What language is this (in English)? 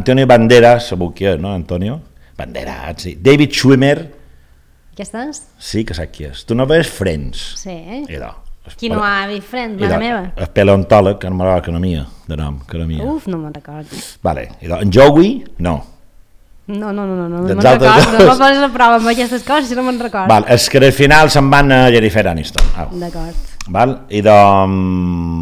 Catalan